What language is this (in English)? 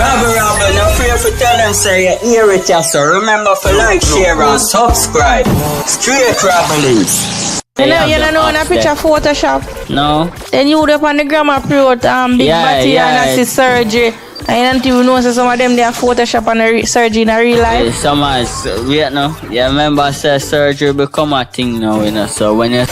Jamaican Creole English